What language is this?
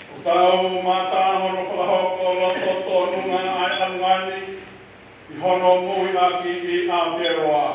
Tongan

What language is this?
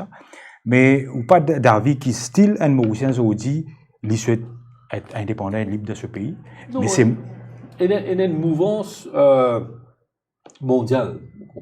Morisyen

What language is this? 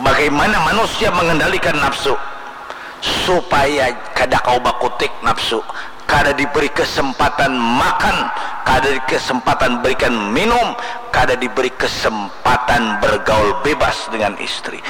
Banjar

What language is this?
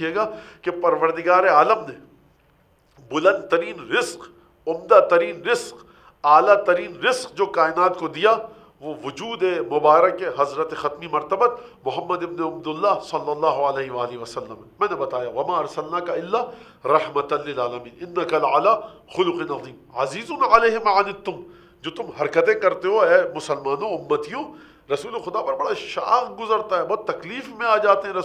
Urdu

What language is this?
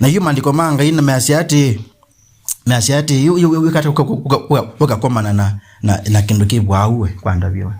Kamba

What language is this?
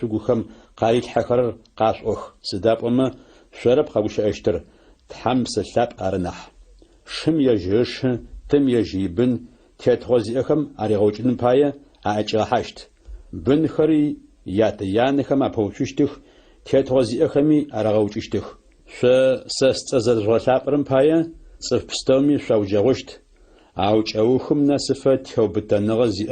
Adyghe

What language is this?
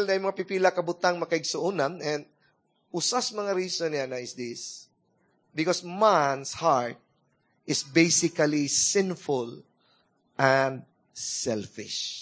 Cebuano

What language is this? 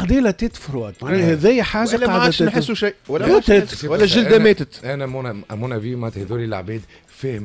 Tunisian Arabic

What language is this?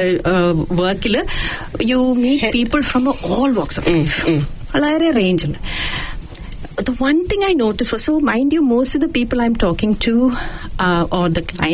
Malayalam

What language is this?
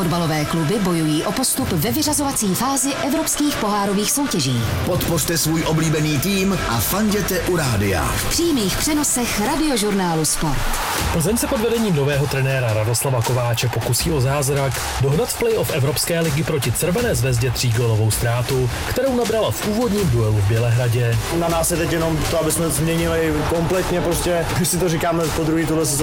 Czech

